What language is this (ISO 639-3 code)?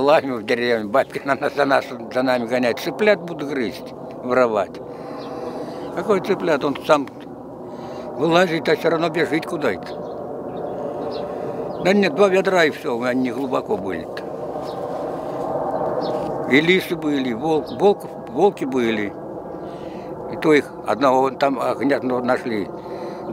rus